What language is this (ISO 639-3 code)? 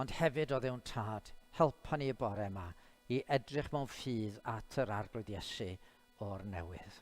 cym